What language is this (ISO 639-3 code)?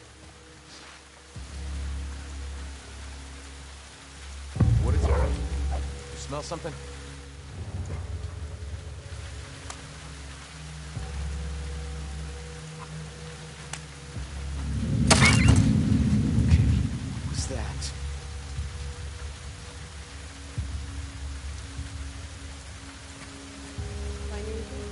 eng